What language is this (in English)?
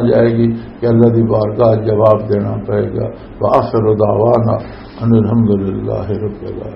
Western Panjabi